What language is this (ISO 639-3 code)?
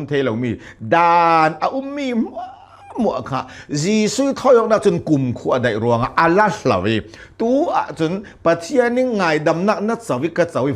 cnh